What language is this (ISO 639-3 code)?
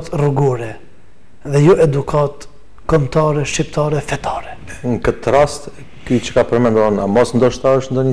sqi